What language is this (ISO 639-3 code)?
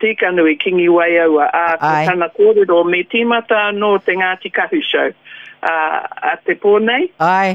mri